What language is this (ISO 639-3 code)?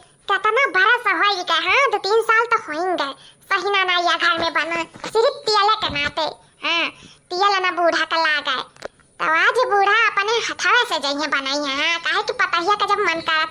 awa